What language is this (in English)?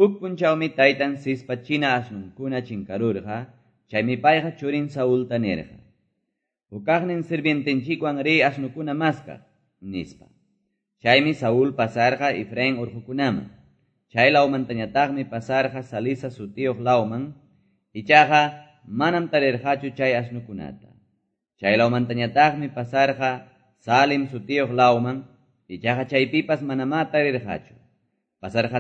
Quechua